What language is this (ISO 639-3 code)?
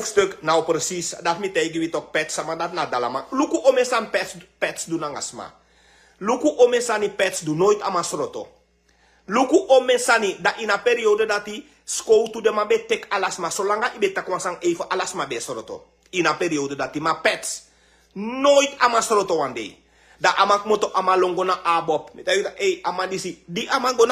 srn